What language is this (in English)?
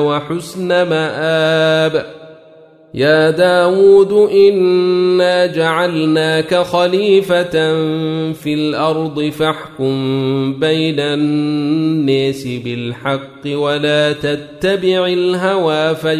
Arabic